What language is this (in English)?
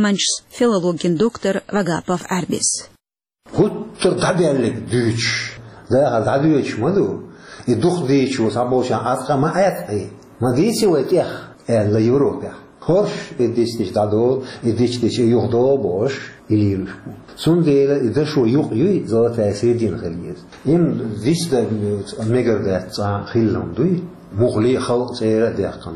Chechen